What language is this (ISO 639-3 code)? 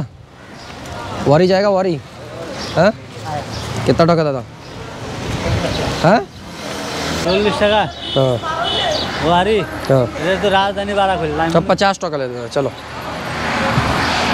pan